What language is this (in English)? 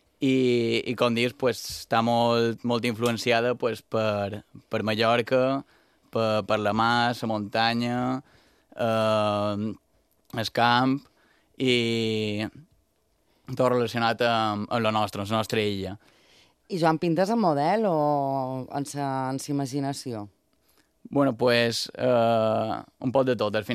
Catalan